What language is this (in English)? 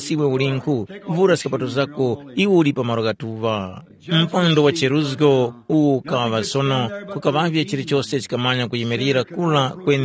Tumbuka